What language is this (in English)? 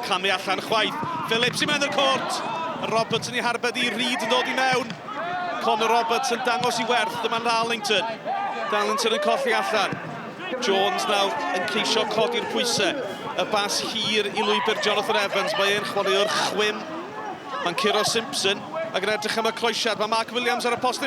Welsh